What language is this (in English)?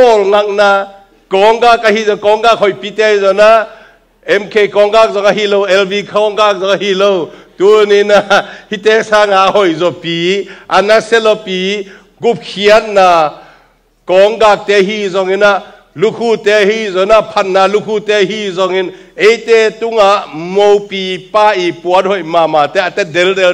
Tedim Chin